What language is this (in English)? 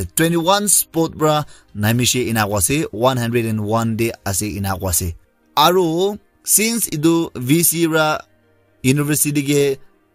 Naga Pidgin